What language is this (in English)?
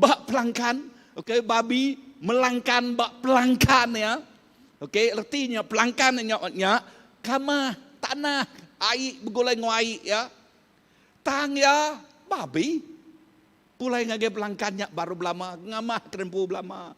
Iban